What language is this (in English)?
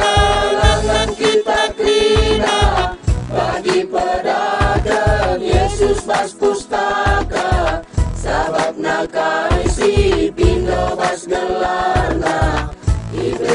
Batak Karo